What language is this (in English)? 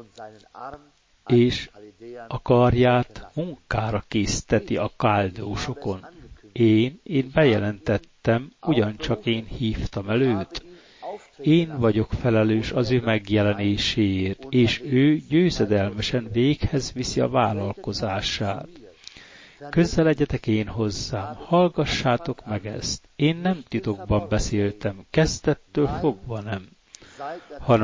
Hungarian